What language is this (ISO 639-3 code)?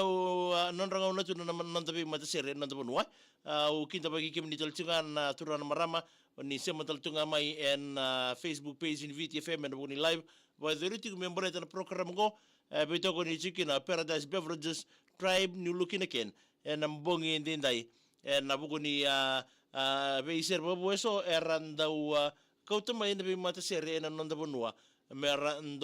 fij